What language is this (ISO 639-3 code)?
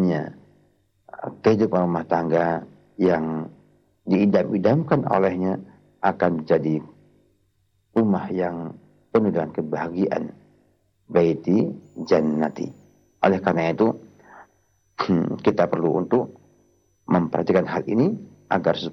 ind